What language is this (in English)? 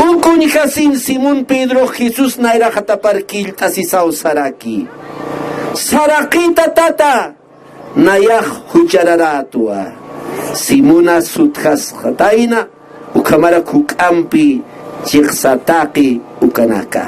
Aymara